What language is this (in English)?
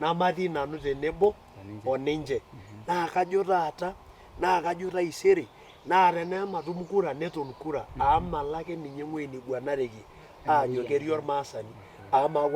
Masai